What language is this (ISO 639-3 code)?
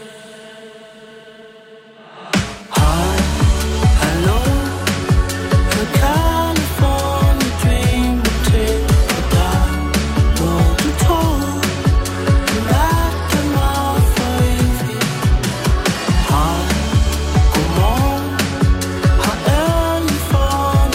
dan